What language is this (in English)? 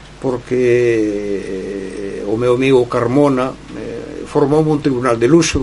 Galician